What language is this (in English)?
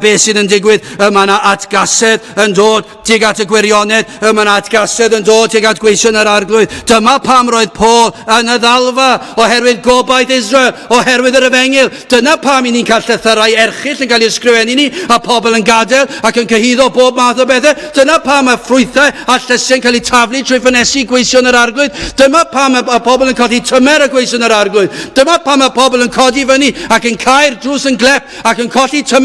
Welsh